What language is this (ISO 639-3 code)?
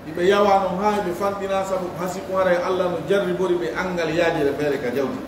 fuf